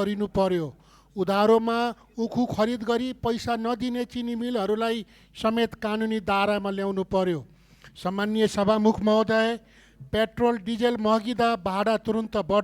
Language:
Nepali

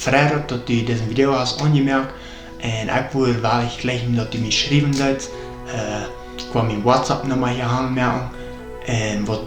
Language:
Plautdietsch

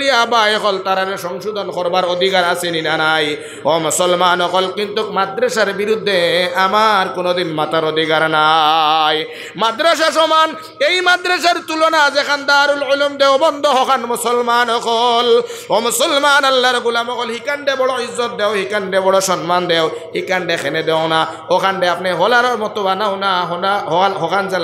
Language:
Sylheti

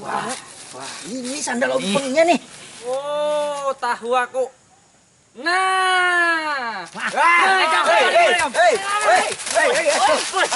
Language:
Banjar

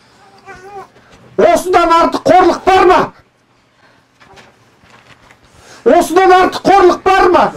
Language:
Kazakh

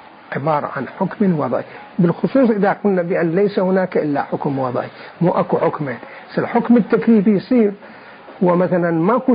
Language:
Mesopotamian Arabic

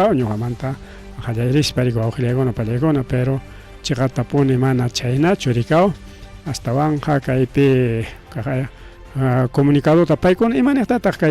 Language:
Ayacucho Quechua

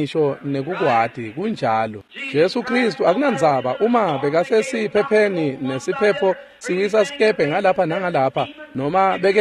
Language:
Swati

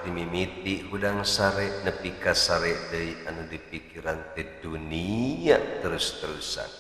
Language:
Sundanese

